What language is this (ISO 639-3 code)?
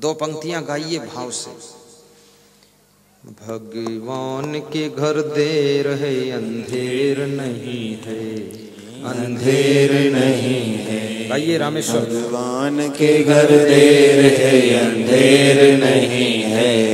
hin